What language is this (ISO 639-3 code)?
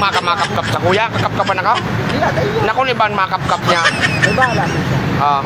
bik